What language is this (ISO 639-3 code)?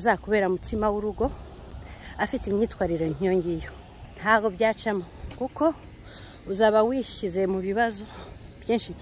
kin